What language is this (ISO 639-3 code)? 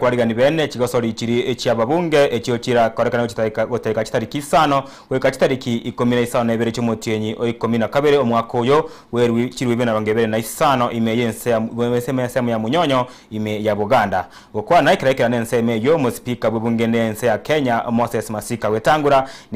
guz